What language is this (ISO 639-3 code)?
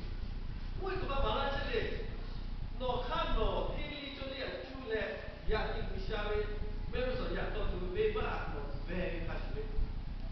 lhu